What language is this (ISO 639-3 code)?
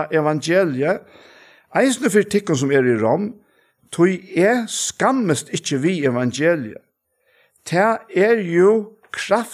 fao